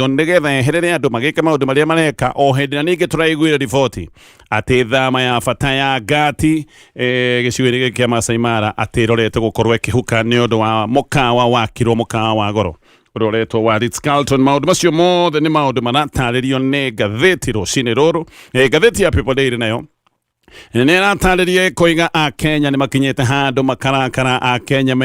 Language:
Kikuyu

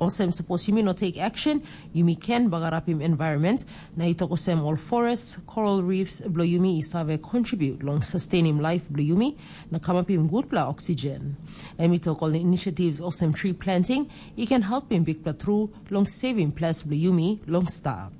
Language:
Tok Pisin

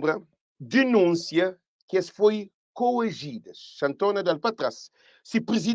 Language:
Kabuverdianu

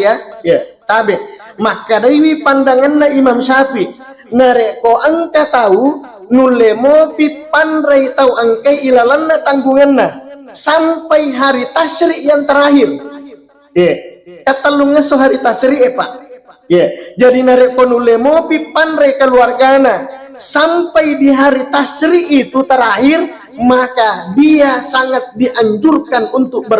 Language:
Buginese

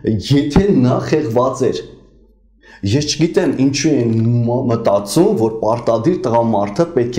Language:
Armenian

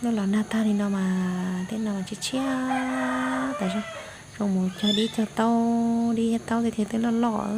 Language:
Hmong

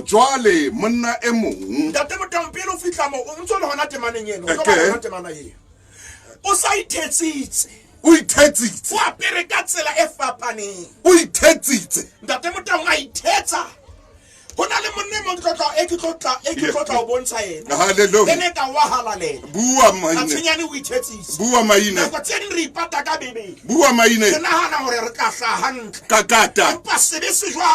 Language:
Southern Sotho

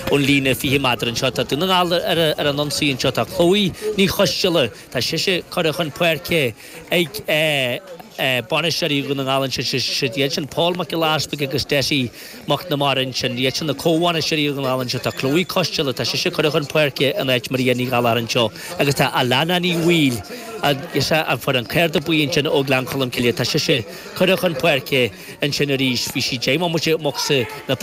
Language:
Irish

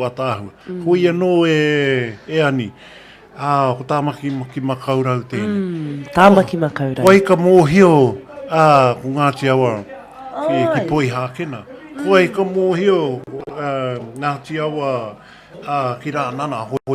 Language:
Māori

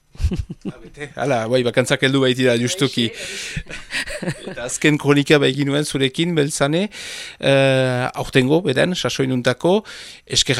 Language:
Basque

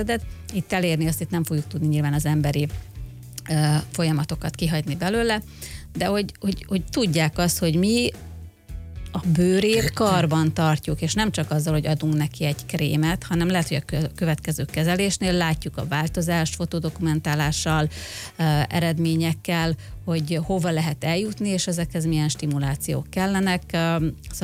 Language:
Hungarian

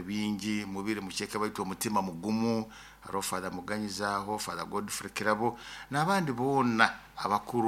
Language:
Nyoro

